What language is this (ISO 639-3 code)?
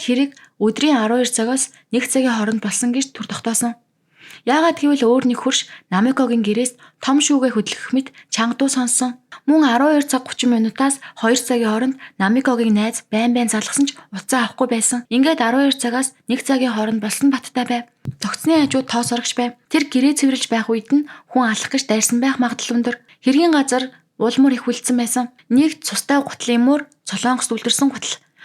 mon